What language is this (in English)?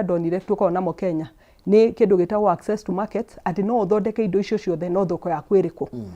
Kikuyu